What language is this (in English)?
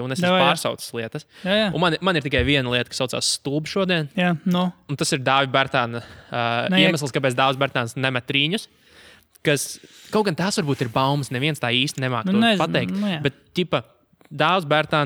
Latvian